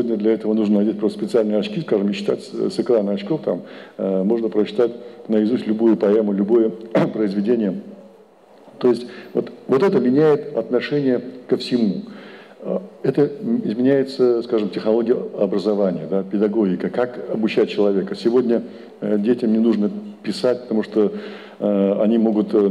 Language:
Russian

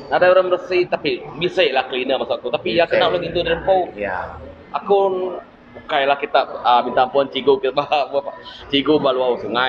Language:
Iban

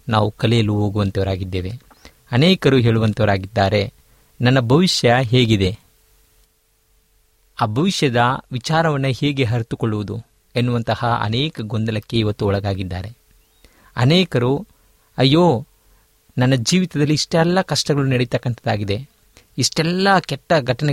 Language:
Kannada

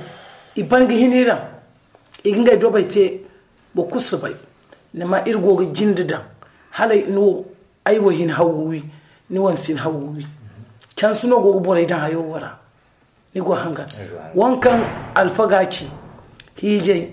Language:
Zarma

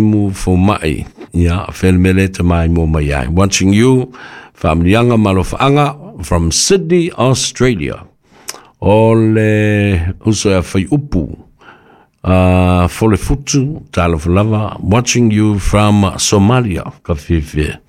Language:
Samoan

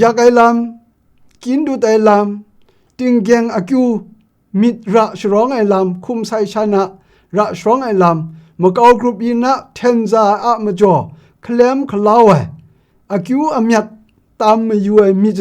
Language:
Kachin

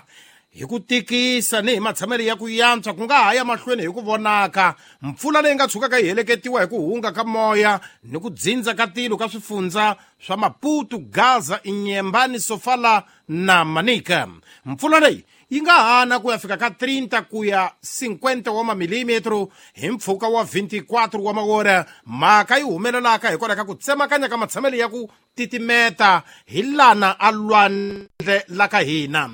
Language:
Tsonga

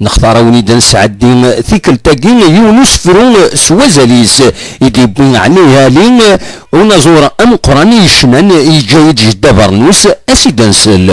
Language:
Kabyle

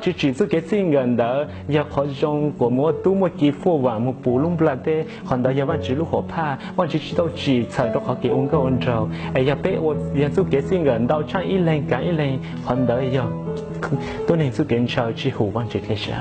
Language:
Hmong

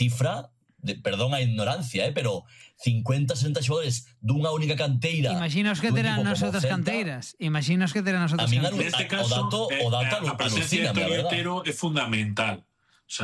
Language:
Galician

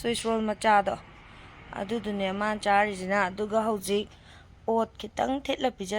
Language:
Manipuri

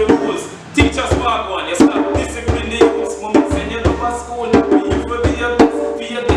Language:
Jamaican Creole English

